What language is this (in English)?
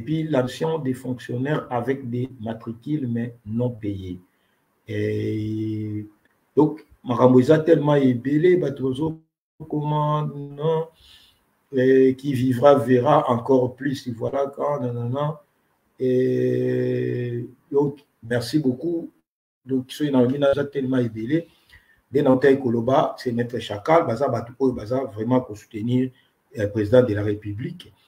Lingala